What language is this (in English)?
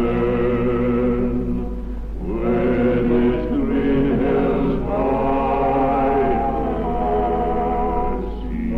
Manx